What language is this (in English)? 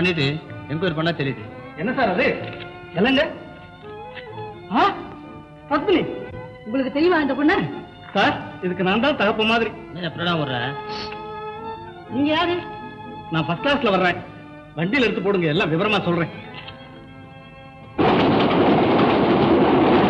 Tamil